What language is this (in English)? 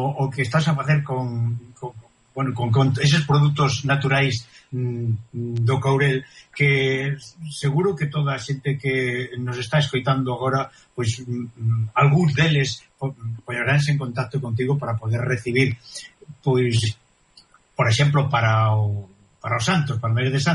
Galician